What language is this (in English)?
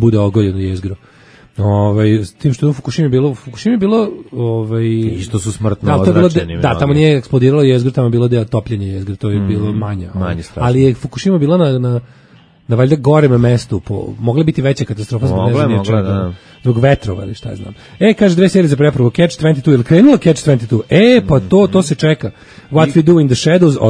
Serbian